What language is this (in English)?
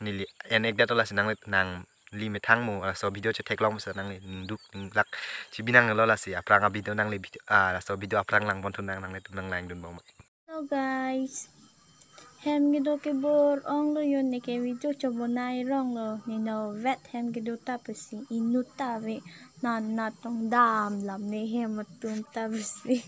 Karbi